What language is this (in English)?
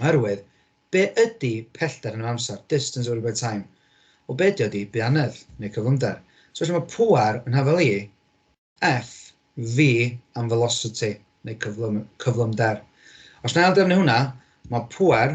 Welsh